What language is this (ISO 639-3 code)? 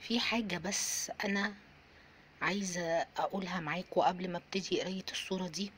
arz